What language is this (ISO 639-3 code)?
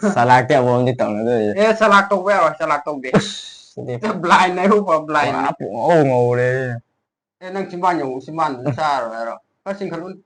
mni